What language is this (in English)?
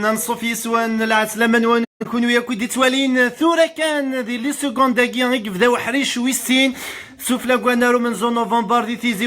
Kabyle